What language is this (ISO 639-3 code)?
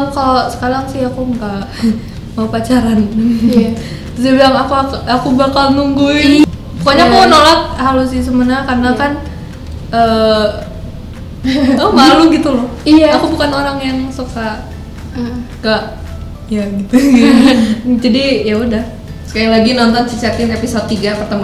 ind